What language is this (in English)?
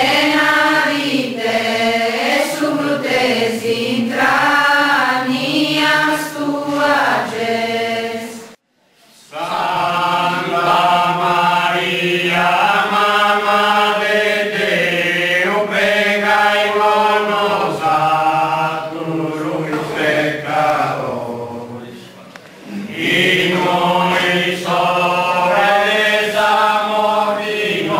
Sardinian